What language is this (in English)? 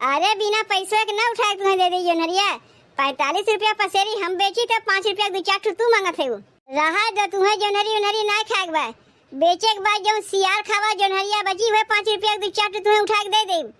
Awadhi